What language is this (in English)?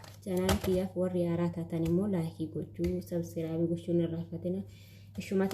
Oromo